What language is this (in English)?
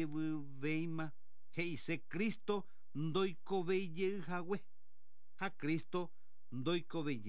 Guarani